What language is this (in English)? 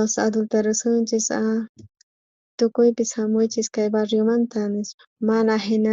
South Bolivian Quechua